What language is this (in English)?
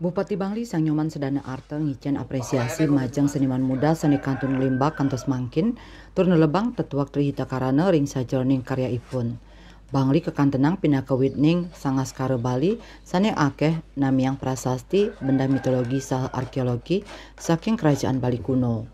Balinese